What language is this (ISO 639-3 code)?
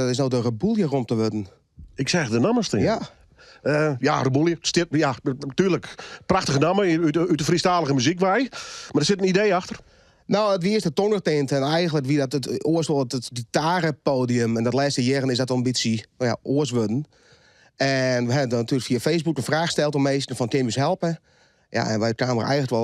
fry